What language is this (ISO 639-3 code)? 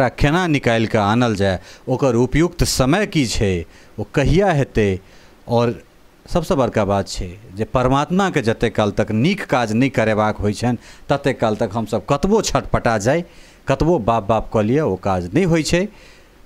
mai